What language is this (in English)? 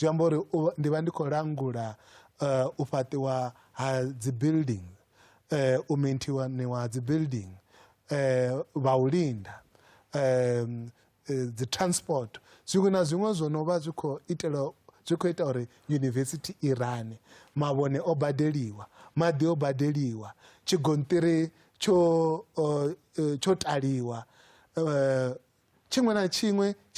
Venda